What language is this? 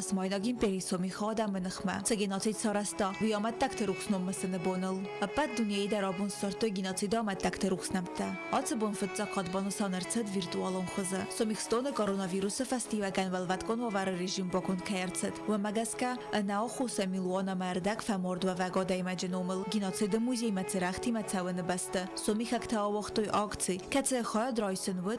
Ossetic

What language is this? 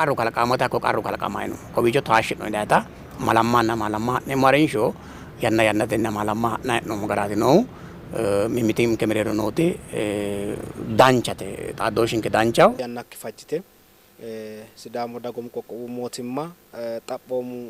Sidamo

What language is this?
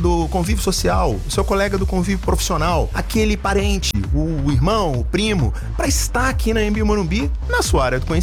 Portuguese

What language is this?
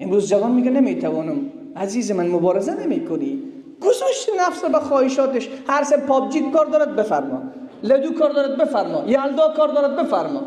Persian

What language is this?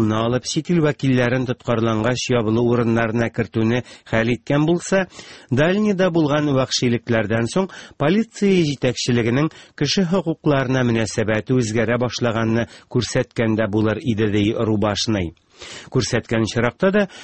Tatar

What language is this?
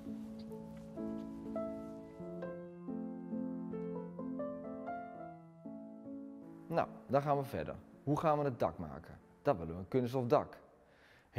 Dutch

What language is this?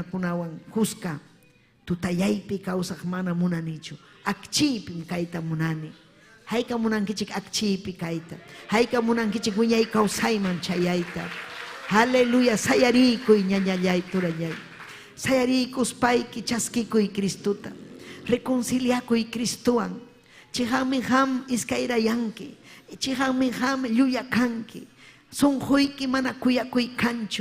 Ayacucho Quechua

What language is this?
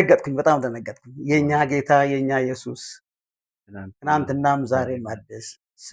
Amharic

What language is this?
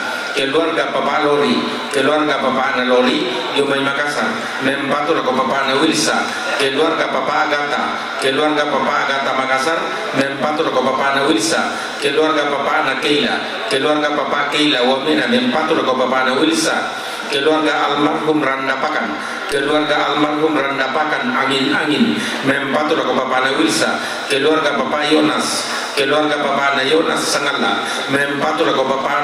Toraja-Sa'dan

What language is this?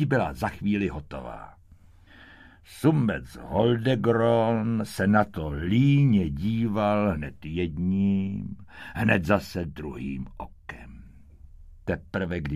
Czech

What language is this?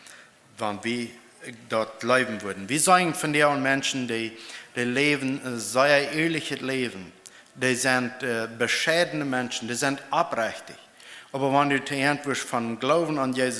Plautdietsch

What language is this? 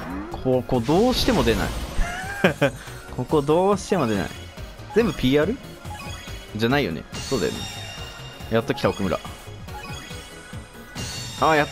Japanese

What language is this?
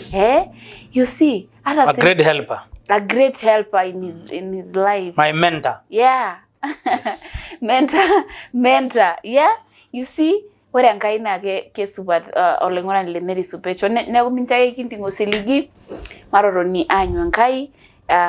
Masai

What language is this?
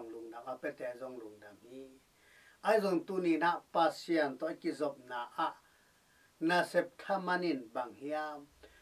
Tedim Chin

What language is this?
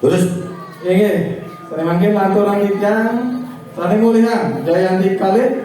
Balinese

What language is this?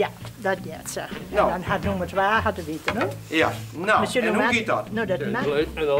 Western Frisian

